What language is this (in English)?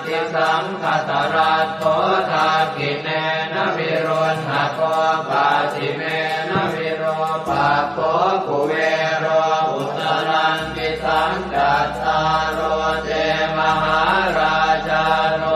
Pali